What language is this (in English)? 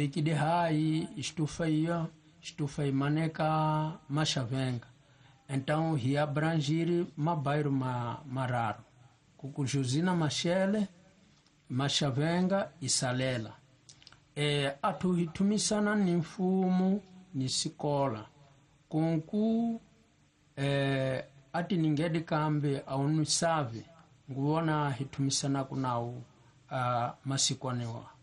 Tsonga